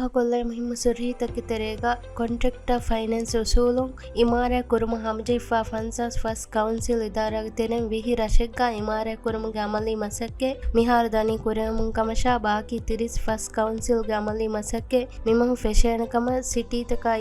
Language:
Divehi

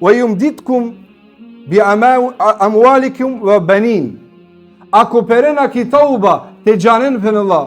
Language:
Balkan Romani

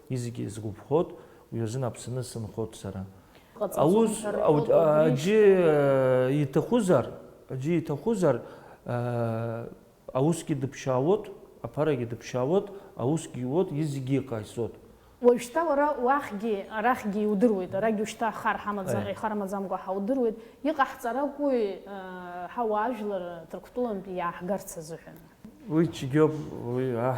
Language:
Abkhazian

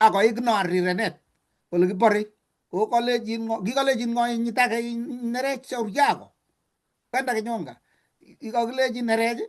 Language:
Kalenjin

